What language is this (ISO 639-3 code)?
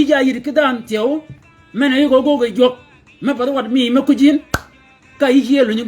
shk